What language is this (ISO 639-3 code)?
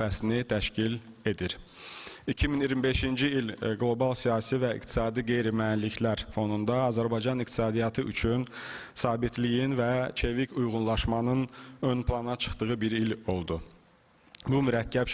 aze